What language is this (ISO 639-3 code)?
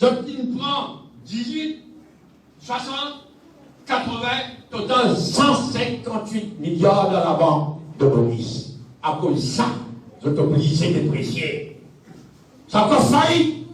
mfe